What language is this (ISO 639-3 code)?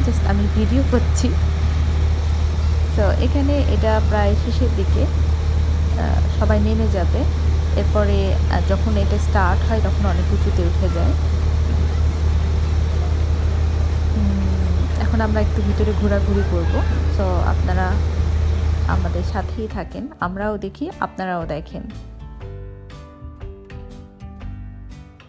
ben